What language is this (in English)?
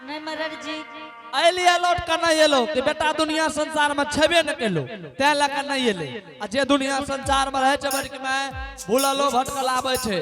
Angika